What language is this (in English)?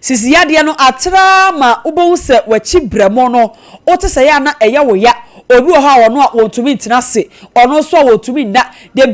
Akan